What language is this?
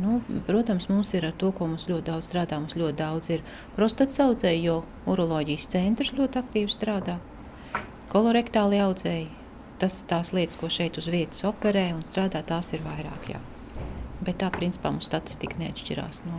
Latvian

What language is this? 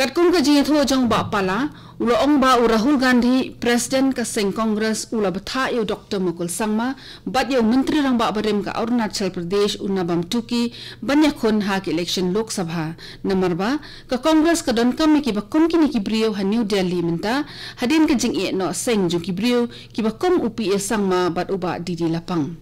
Khasi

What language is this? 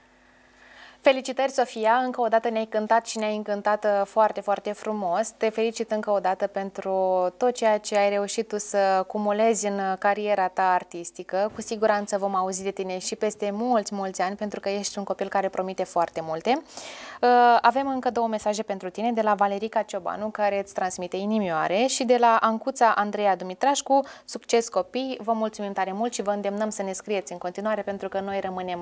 Romanian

